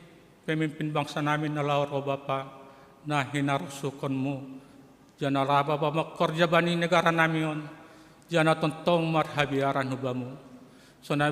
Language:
Batak Simalungun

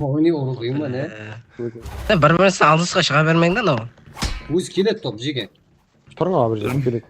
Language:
Kara-Kalpak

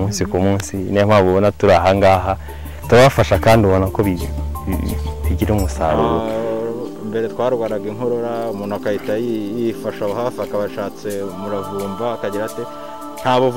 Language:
Kinyarwanda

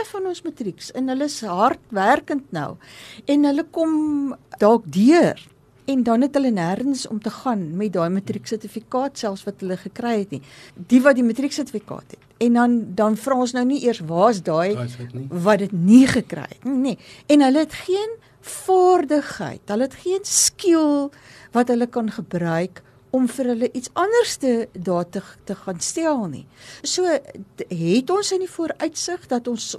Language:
Afrikaans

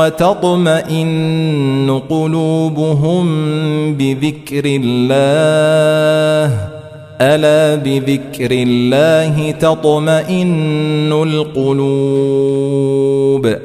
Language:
Arabic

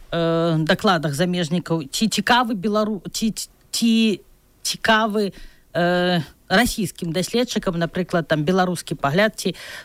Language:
Belarusian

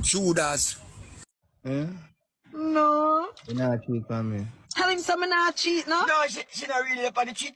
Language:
Jamaican Creole English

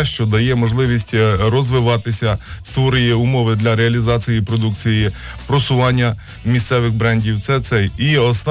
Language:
Ukrainian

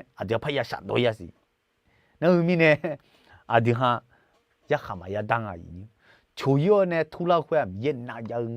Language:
Akha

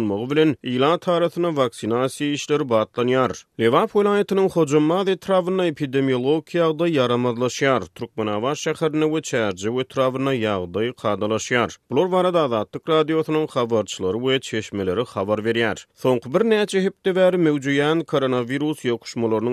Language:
Turkmen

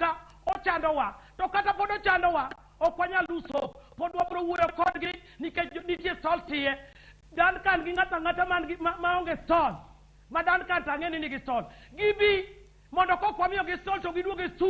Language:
Luo (Kenya and Tanzania)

